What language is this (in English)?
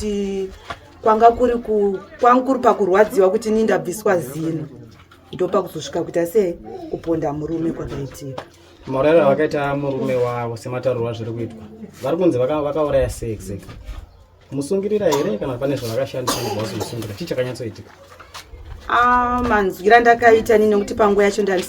Shona